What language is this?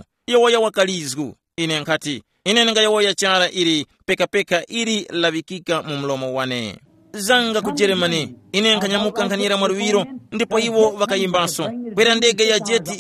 Tumbuka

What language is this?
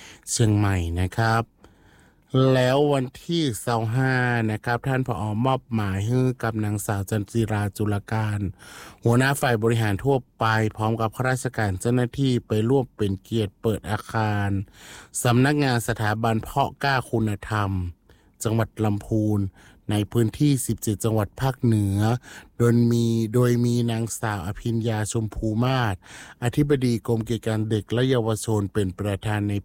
Thai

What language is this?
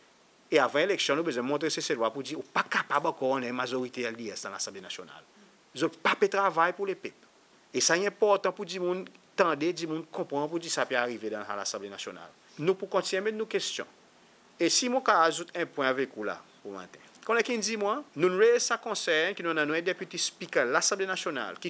Seselwa Creole French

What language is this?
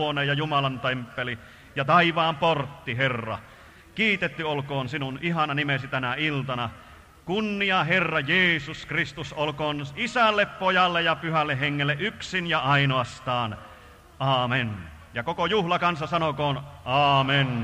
Finnish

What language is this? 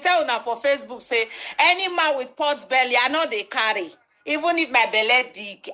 Nigerian Pidgin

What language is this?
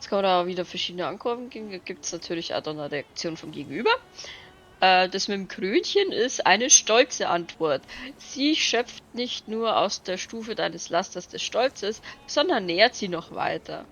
Bavarian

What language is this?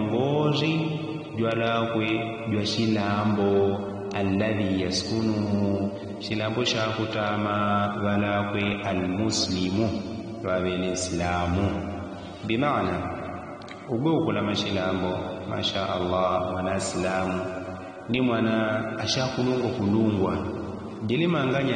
Yao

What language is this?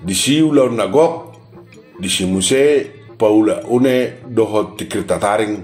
Batak Toba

